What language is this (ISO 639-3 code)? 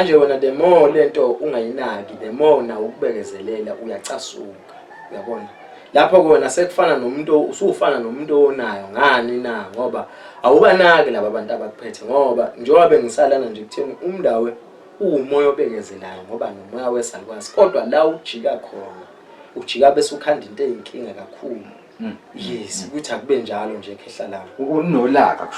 zul